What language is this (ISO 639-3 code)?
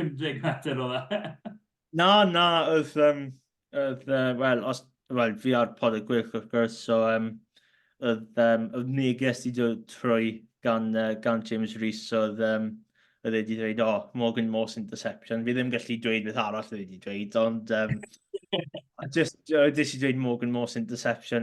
cym